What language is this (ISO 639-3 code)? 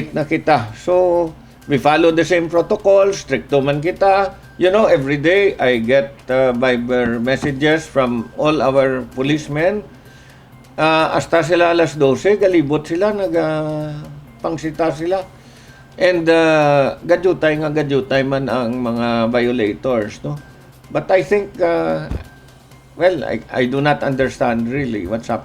hil